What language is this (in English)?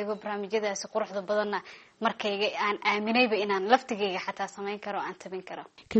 Somali